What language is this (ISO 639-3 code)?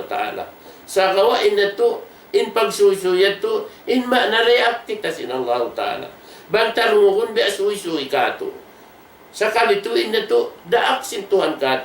tsg